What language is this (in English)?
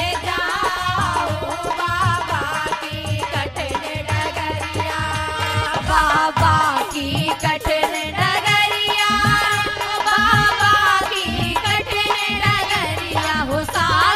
Bhojpuri